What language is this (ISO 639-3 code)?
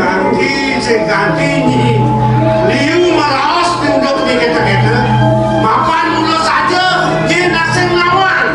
ban